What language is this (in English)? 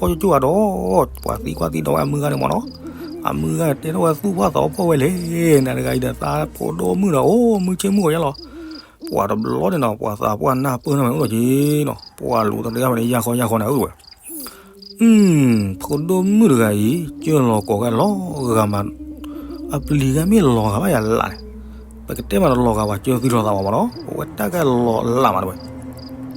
S'gaw Karen